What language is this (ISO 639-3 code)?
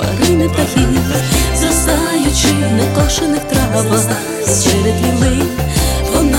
ukr